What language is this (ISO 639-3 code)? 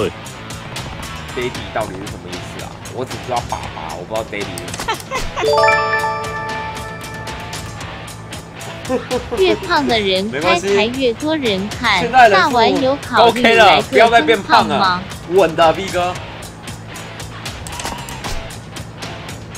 zho